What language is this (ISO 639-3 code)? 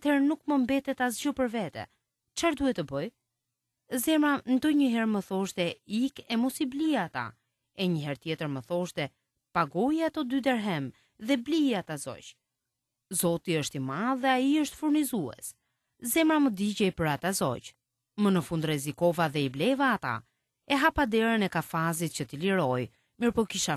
sqi